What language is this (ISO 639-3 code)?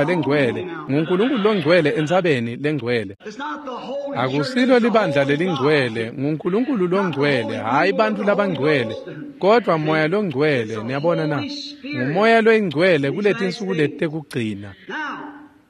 ssw